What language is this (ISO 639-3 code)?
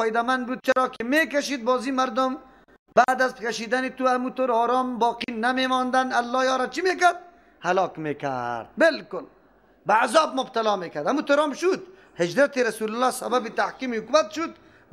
fas